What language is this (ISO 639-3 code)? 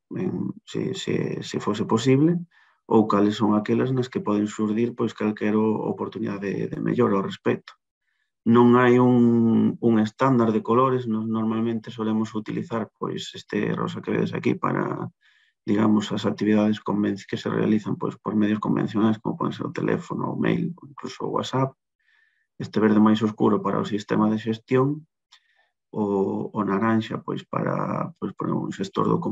glg